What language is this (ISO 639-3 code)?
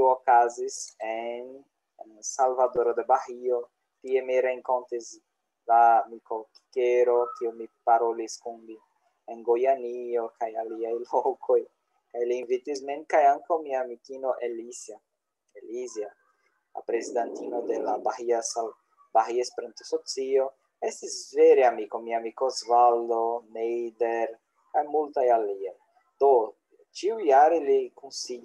epo